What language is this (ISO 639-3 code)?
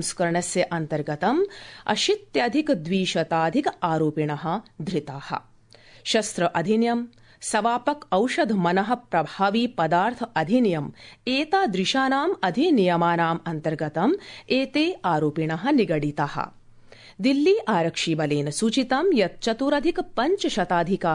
san